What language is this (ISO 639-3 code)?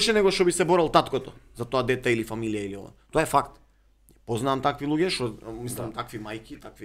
mkd